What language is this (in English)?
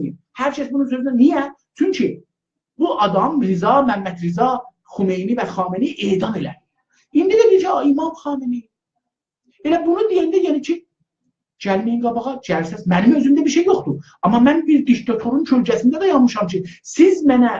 South Azerbaijani